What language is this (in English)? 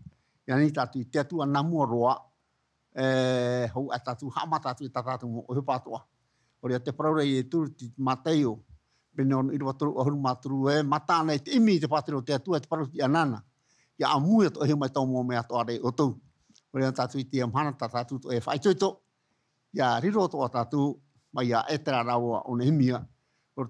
Tahitian